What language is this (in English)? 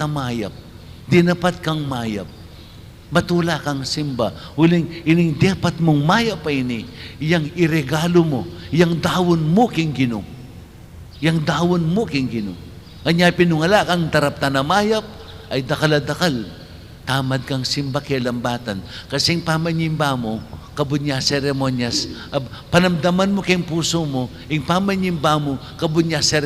Pampanga